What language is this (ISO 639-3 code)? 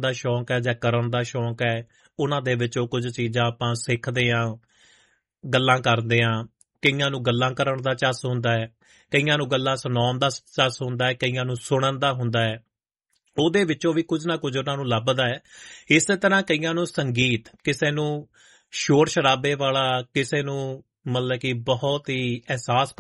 pan